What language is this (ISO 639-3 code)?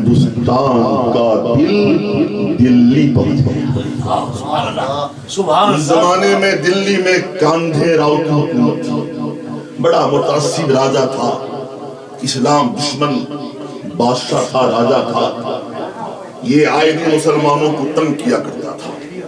urd